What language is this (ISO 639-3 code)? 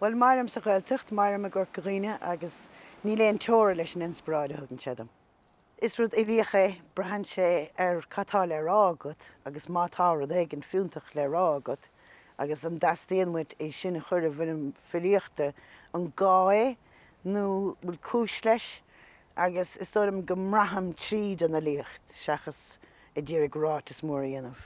gle